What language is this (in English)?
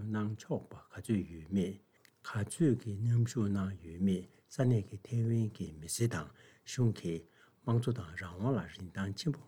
Tibetan